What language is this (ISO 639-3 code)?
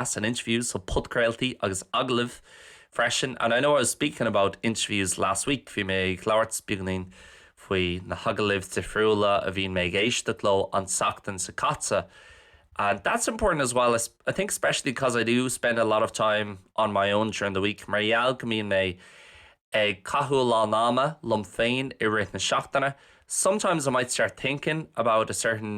gle